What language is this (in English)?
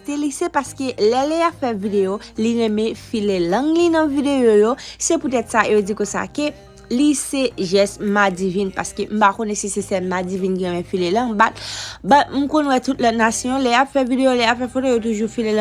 Haitian Creole